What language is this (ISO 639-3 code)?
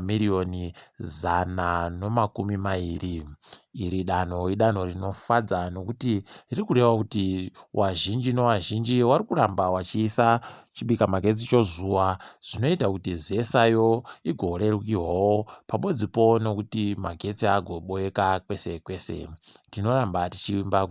ndc